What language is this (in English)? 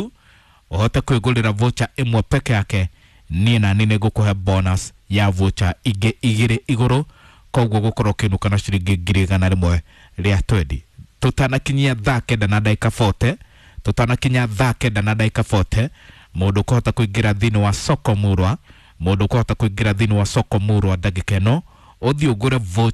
Kikuyu